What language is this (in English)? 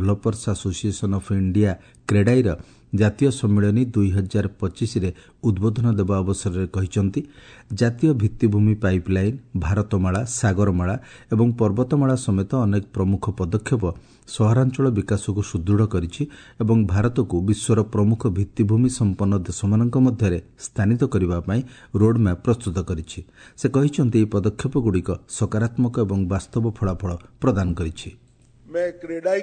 Odia